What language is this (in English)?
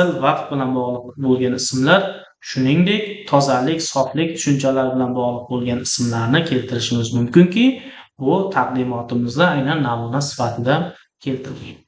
Uzbek